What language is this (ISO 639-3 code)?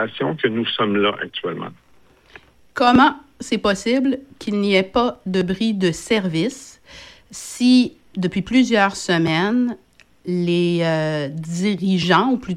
fra